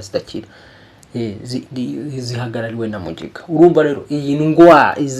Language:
Kinyarwanda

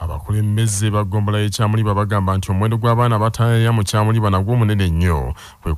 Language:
Ganda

